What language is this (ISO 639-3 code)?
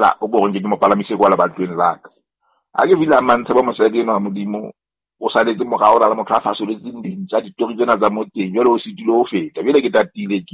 sot